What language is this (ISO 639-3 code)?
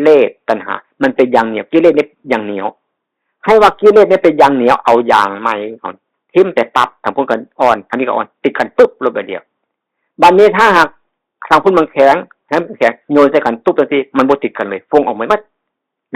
tts